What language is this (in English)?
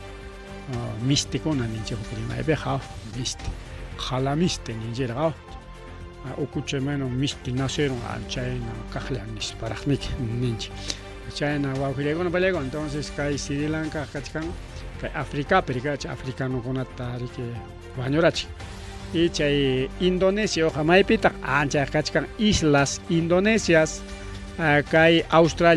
Ayacucho Quechua